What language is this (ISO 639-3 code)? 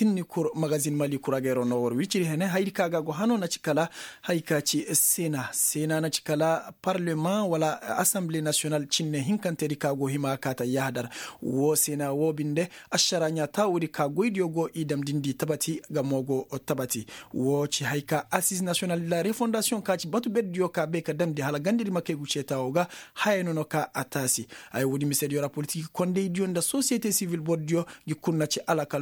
ses